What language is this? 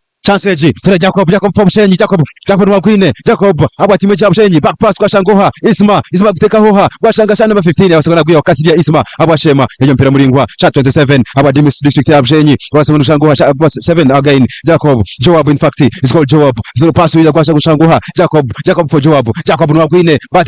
Nyankole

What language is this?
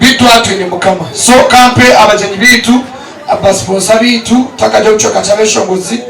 Nyankole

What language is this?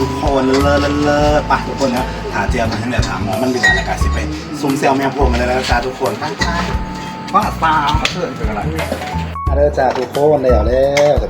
Northeastern Thai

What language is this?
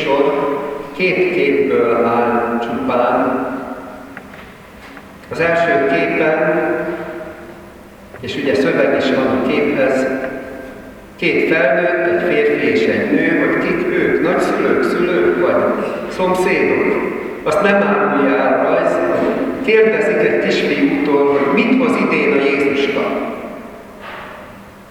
Hungarian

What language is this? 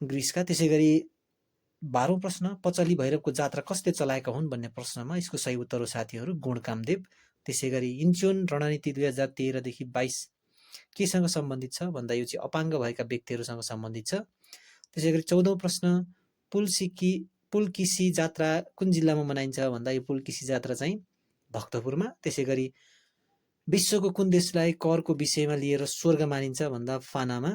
Nepali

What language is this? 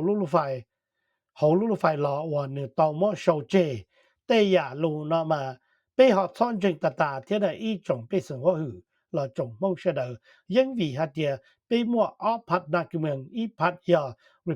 Hmong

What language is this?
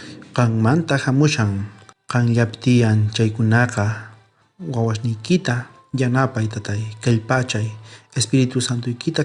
South Bolivian Quechua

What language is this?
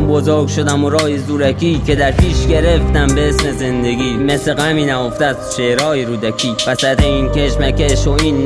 Persian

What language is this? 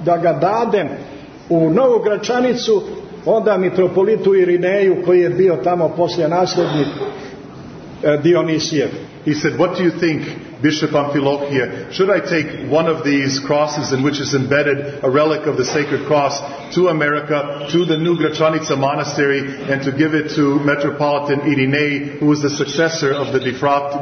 Serbian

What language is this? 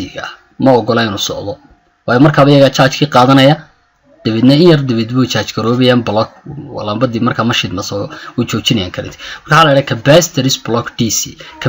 Somali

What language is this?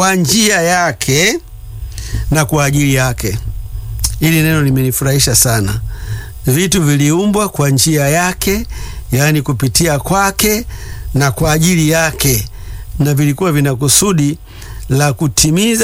Swahili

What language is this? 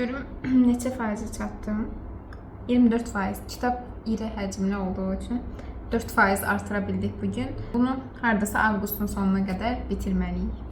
Azerbaijani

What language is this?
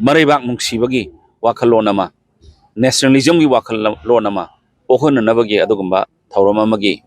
Manipuri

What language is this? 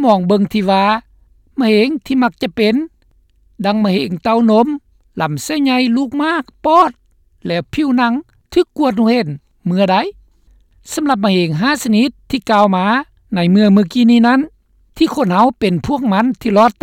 Lao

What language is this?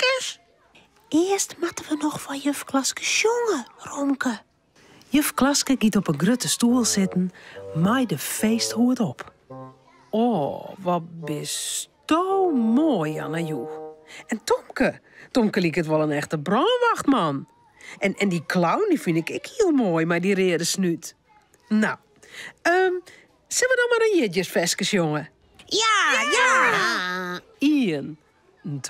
Western Frisian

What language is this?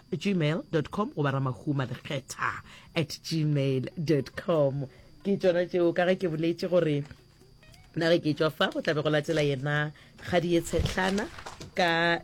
Northern Sotho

